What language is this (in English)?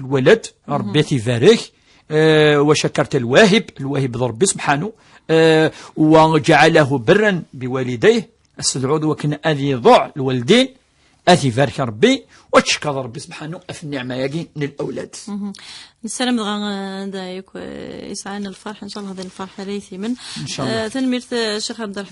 Kabyle